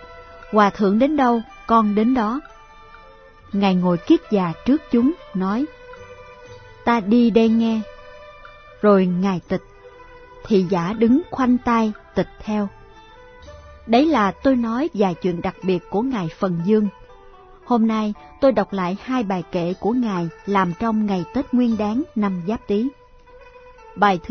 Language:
Vietnamese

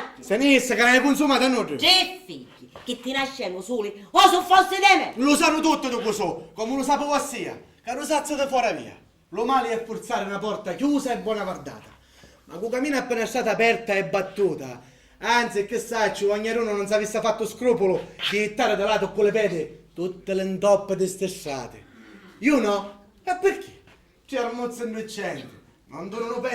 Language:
Sicilian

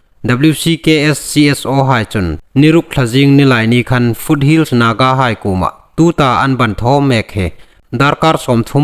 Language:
Hmar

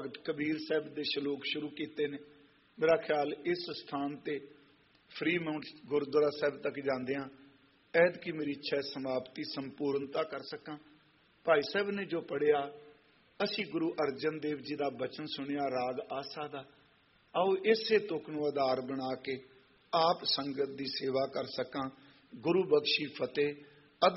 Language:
Punjabi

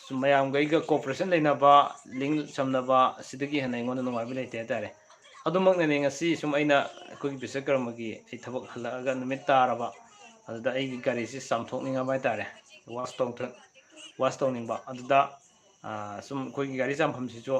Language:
Manipuri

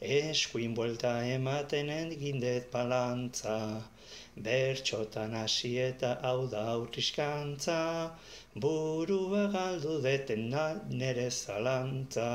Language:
Basque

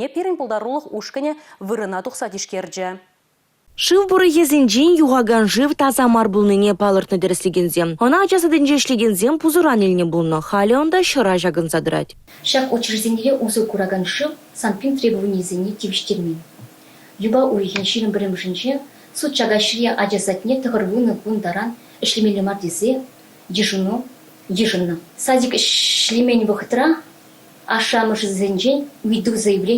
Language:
Chuvash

